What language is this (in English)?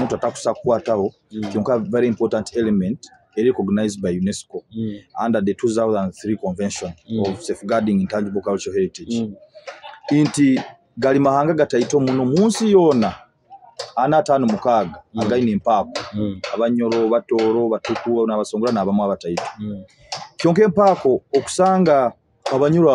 Nyoro